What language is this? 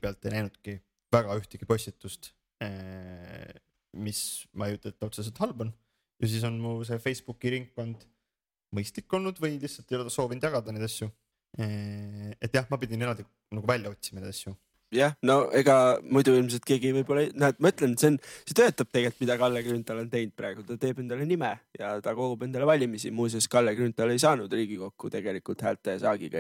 Estonian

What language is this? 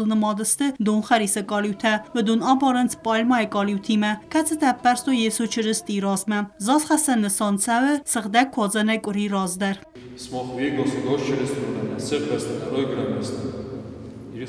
Ossetic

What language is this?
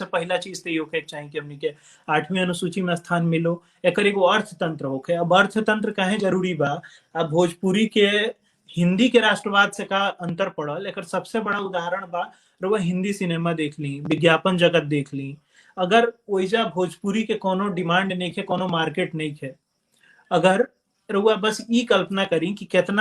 Bhojpuri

